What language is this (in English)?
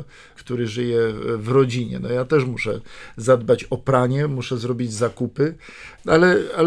Polish